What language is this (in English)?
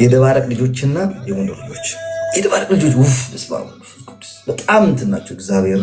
Amharic